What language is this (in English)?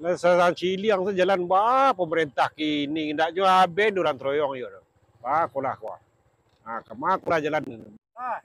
Minangkabau